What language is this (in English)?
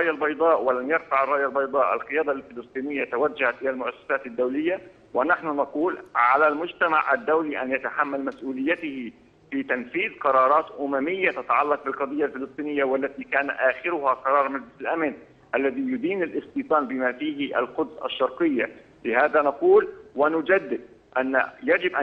Arabic